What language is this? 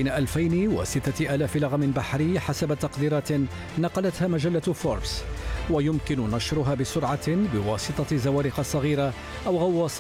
Arabic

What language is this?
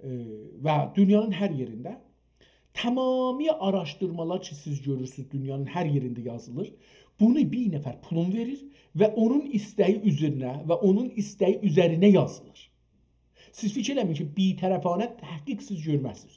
South Azerbaijani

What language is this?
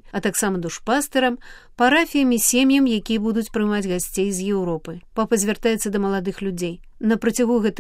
Belarusian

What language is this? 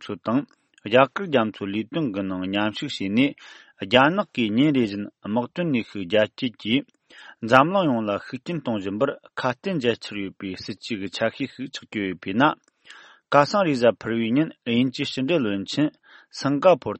Tibetan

